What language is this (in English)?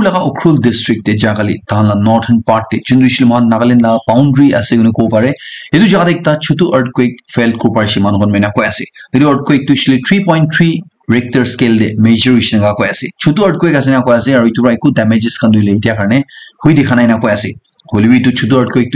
Naga Pidgin